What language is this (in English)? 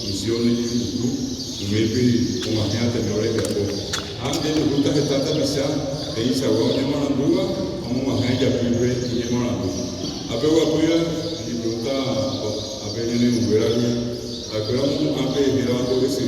Guarani